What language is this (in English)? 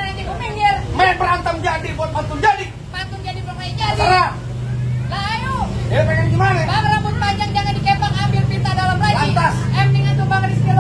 Betawi